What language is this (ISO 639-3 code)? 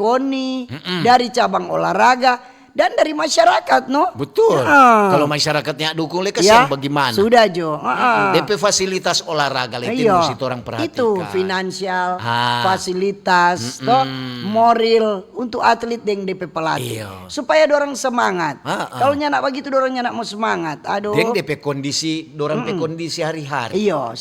xmm